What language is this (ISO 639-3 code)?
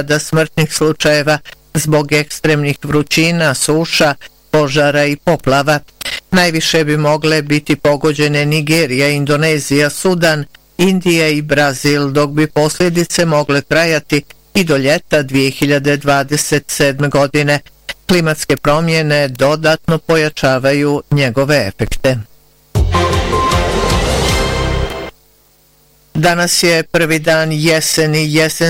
bos